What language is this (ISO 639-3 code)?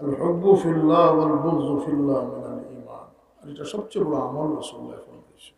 syl